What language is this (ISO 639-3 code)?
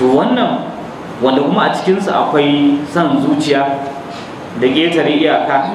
hau